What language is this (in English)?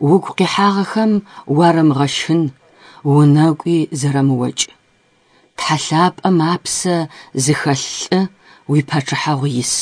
Adyghe